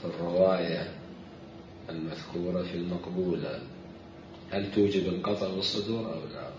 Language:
Mesopotamian Arabic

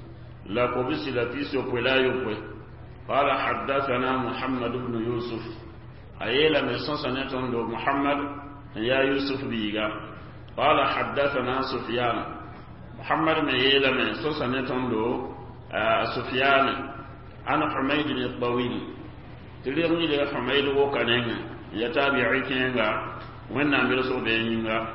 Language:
Mossi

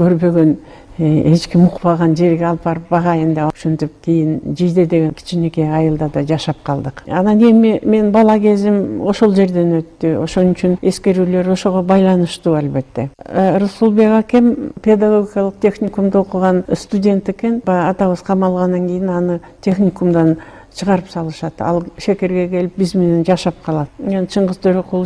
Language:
Kyrgyz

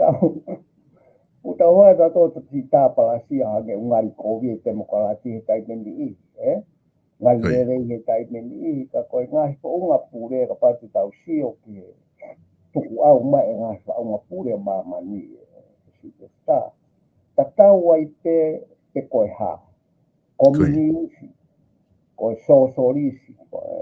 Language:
Tongan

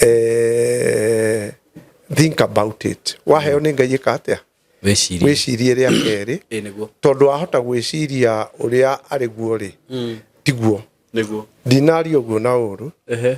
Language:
Kikuyu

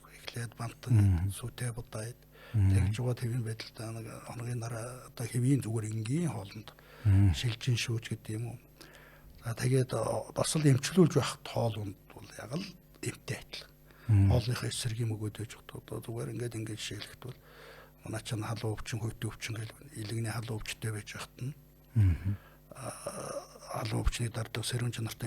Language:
Mongolian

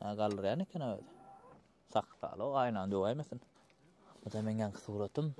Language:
Turkmen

